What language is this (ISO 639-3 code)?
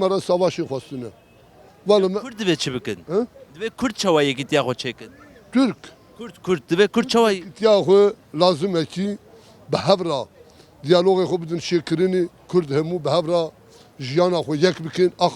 kur